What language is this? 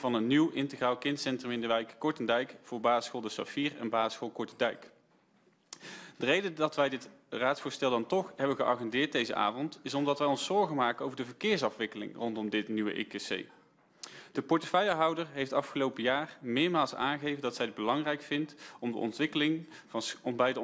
Dutch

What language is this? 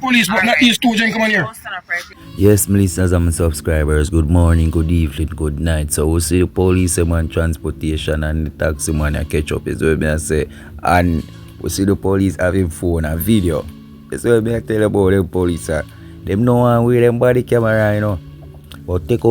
Jamaican Creole English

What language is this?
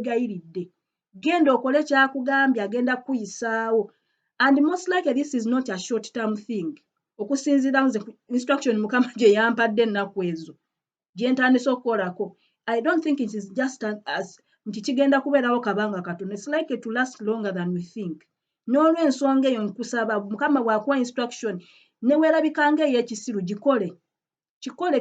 Ganda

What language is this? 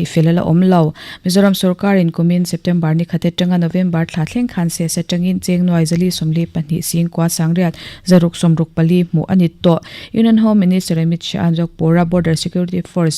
Mizo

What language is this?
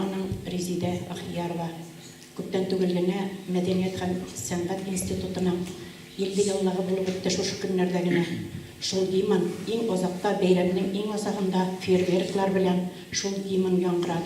Tatar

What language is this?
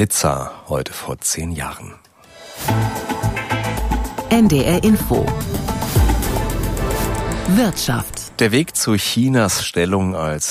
German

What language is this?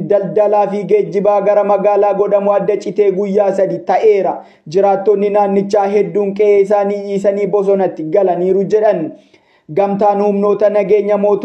Oromo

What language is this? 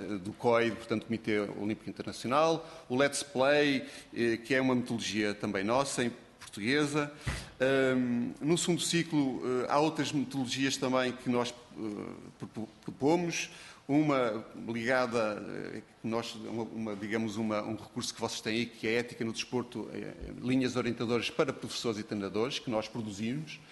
Portuguese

